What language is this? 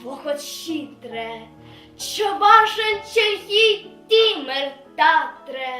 Chuvash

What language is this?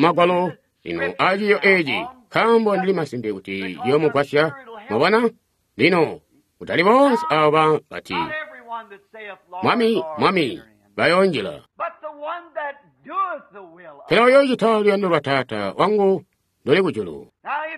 Tonga (Zambia)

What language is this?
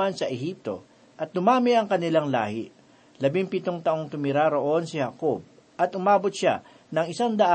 Filipino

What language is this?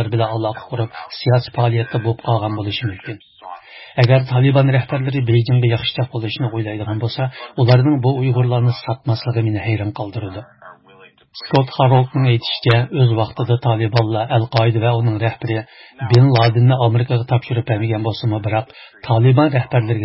Uyghur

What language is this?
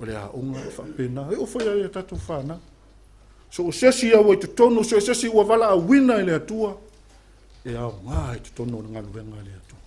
Samoan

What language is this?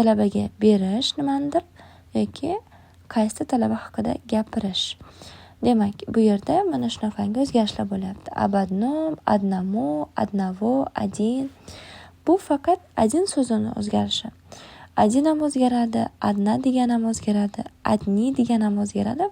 Uzbek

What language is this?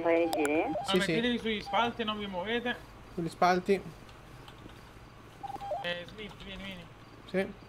Italian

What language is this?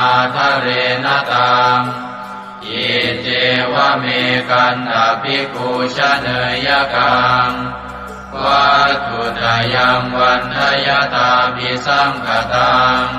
Pali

